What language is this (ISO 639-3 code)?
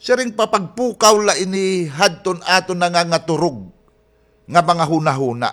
war